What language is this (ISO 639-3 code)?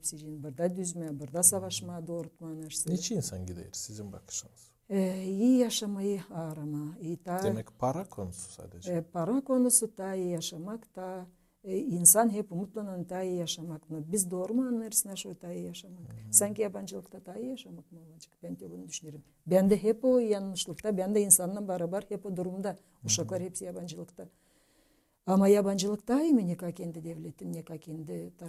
gag